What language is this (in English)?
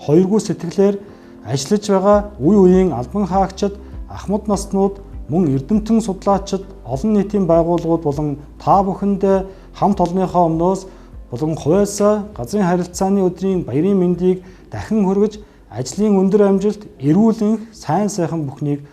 Mongolian